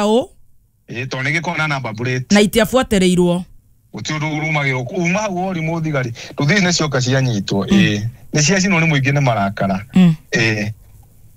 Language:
Kikuyu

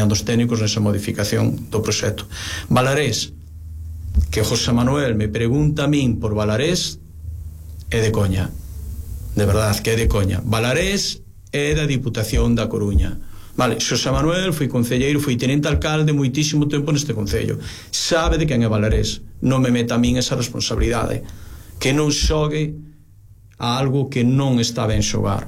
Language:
Galician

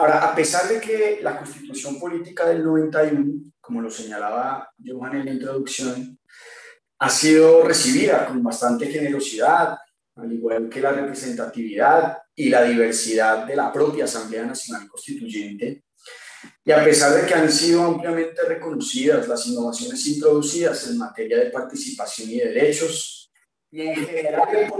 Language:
Spanish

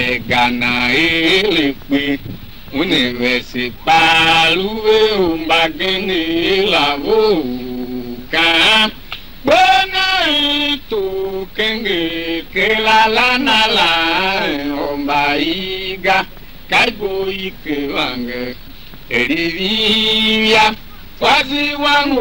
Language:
Tiv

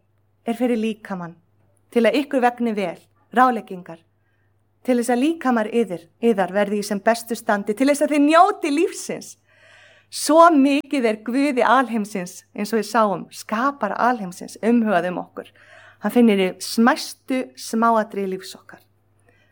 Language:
Icelandic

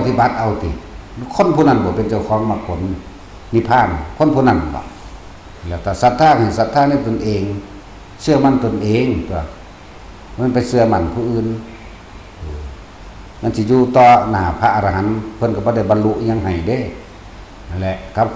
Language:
Northeastern Thai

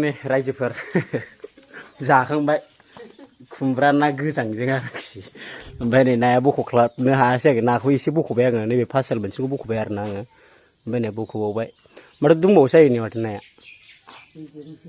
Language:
Bodo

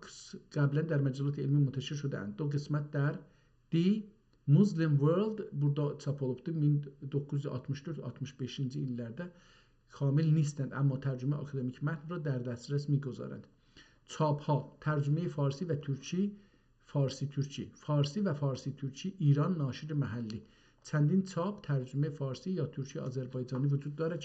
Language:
South Azerbaijani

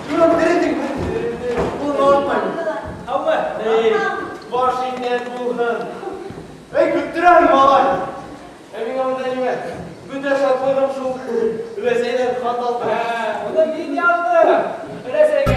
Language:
Bashkir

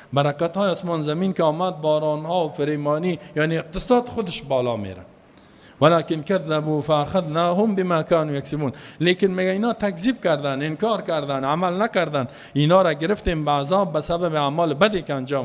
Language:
Persian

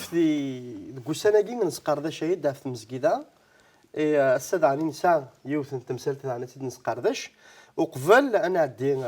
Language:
Kabyle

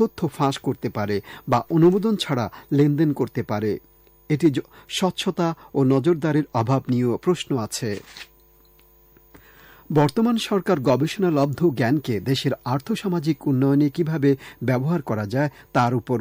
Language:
Bangla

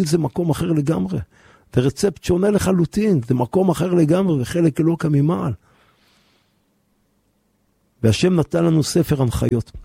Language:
Hebrew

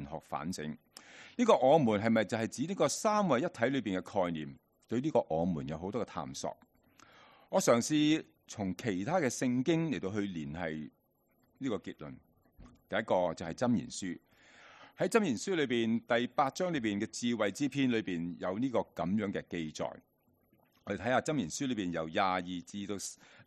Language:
Cantonese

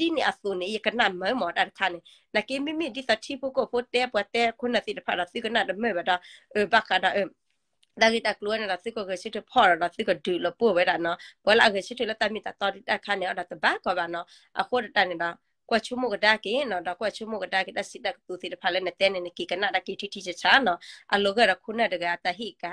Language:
S'gaw Karen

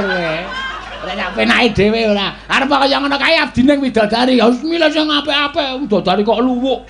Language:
Javanese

